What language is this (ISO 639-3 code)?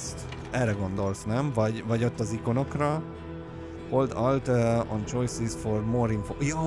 hun